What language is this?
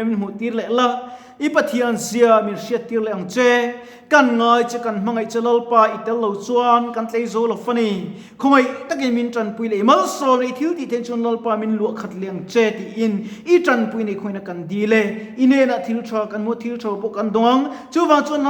Mizo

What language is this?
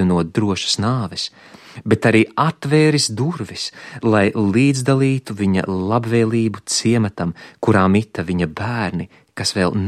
Latvian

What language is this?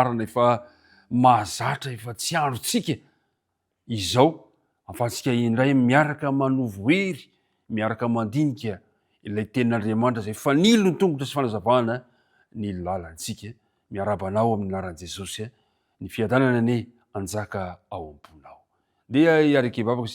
Malagasy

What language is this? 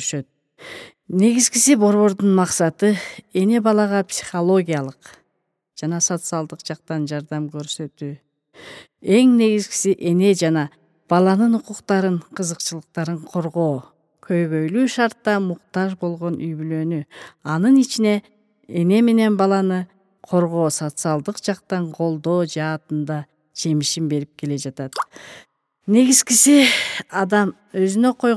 Kyrgyz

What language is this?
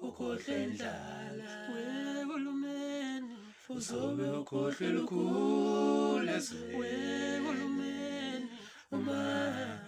Zulu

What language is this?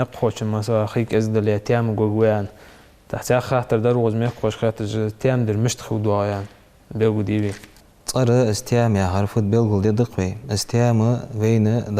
Ingush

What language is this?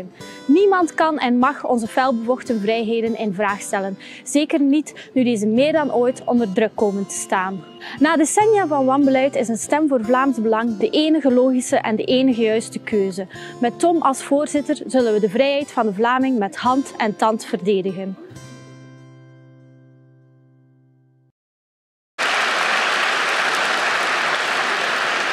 Dutch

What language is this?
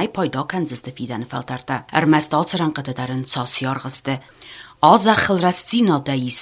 Ossetic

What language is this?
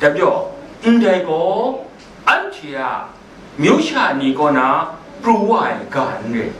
Kachin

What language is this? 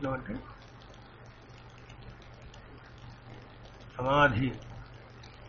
Telugu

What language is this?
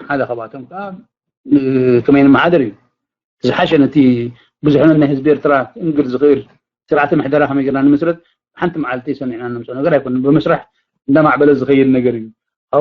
Tigrinya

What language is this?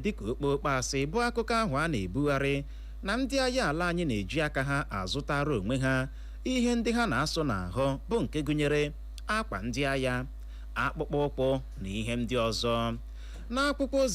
Igbo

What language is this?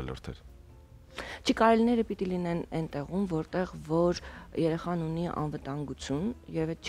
Armenian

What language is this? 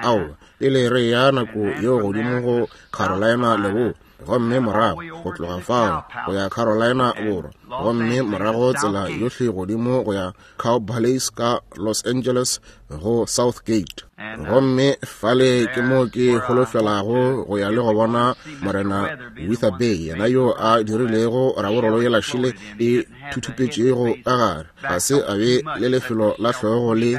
Northern Sotho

